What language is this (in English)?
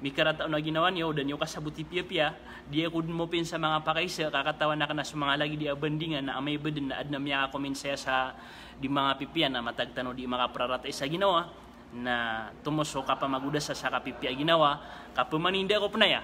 Maranao